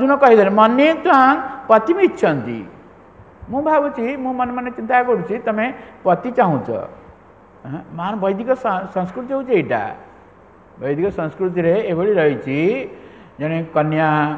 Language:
Odia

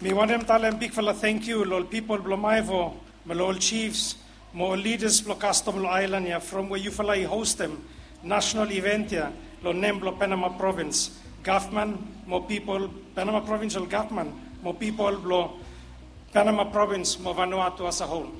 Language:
Bislama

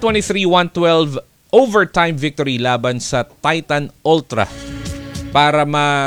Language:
Filipino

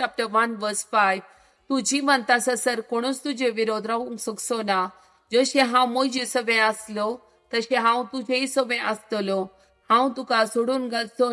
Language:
Konkani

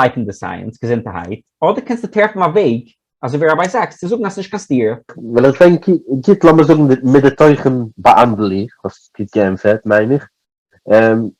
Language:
Yiddish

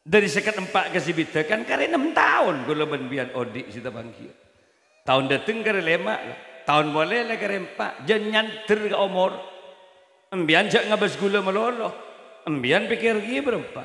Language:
Madurese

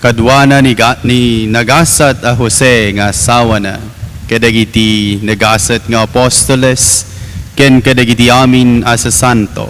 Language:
Iloko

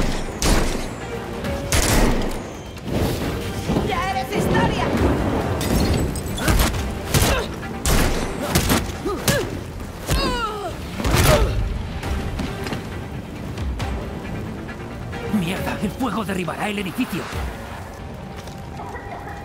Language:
Spanish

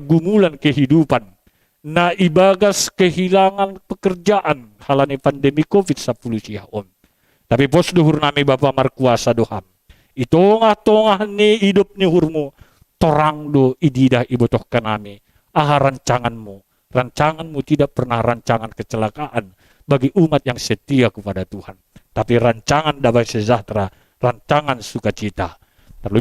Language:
Batak Simalungun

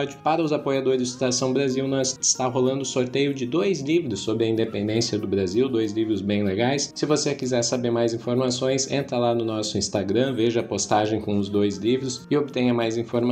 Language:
Portuguese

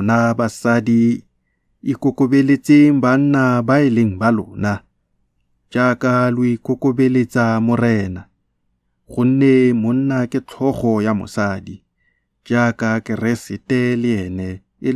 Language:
Tswana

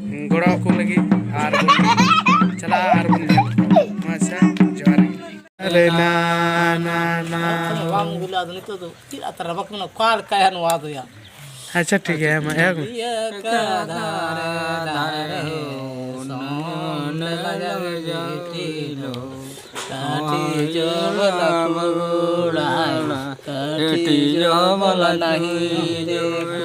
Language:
Santali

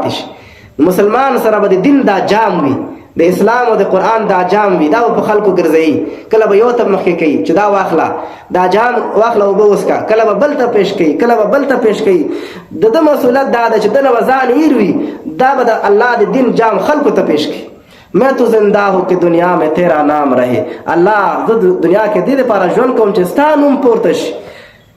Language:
Pashto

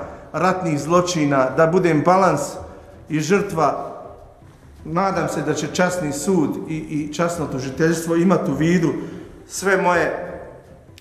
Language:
Bosnian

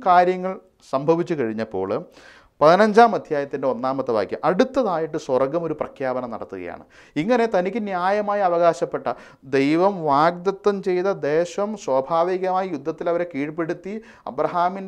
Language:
Malayalam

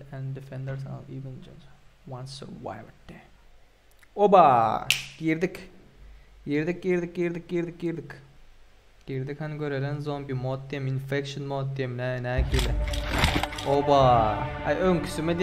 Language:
Turkmen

